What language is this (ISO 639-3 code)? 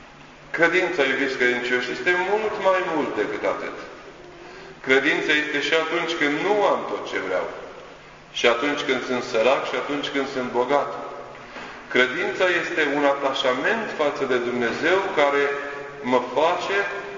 ron